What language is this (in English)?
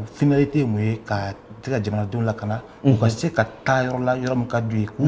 Bambara